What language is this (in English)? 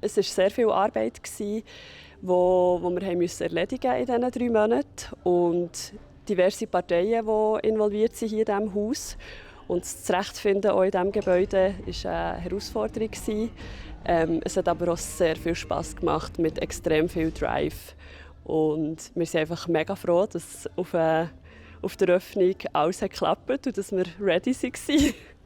Swiss German